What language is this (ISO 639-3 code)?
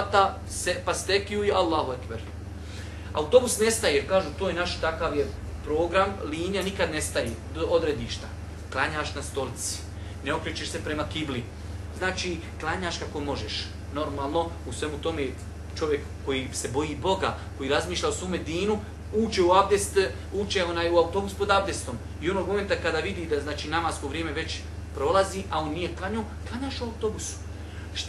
bos